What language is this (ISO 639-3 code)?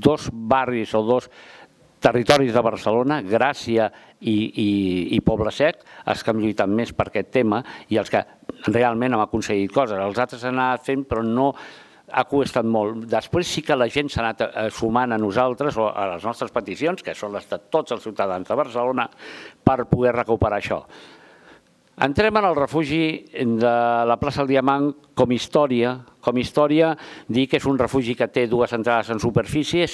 cat